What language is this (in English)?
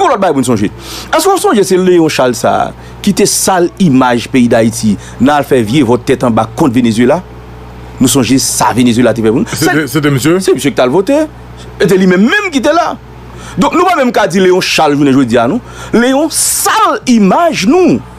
Haitian Creole